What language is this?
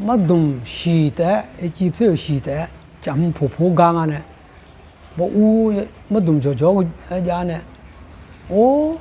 Akha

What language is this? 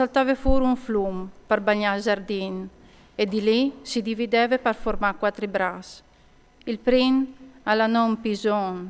Friulian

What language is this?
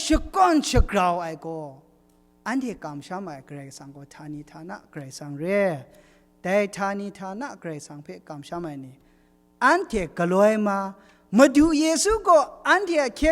Kachin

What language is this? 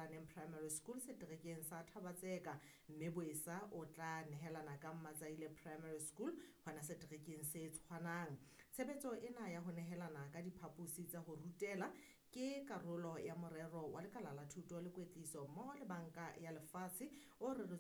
Southern Sotho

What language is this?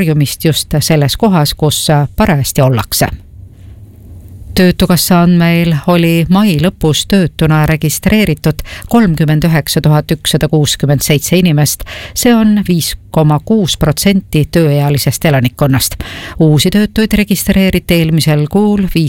Estonian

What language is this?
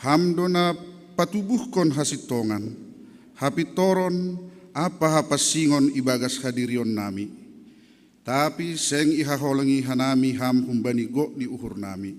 Batak Simalungun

